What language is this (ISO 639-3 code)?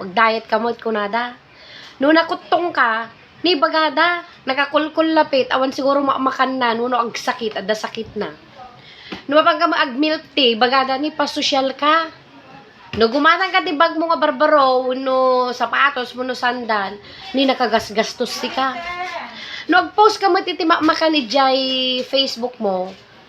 ilo